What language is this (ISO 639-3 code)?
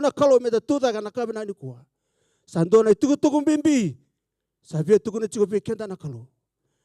fij